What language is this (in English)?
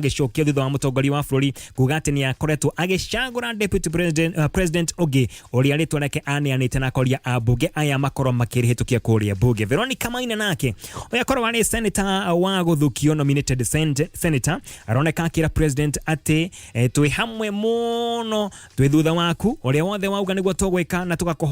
Kikuyu